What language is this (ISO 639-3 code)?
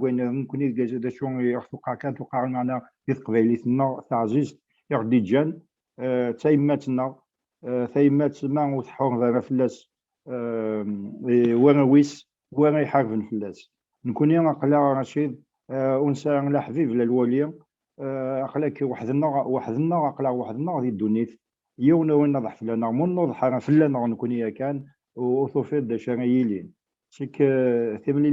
kab